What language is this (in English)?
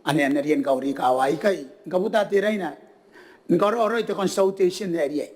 Gilbertese